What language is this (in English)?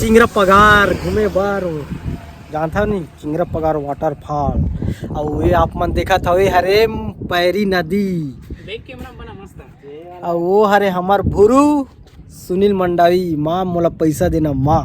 Chhattisgarhi